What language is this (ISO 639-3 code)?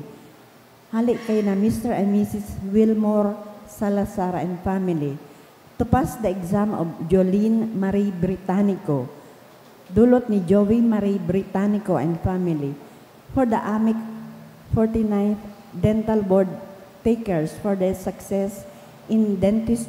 bik